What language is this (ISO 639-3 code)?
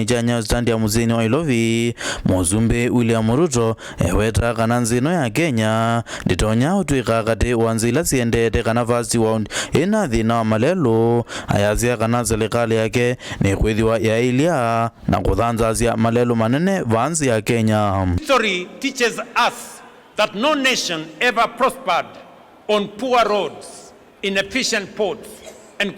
kam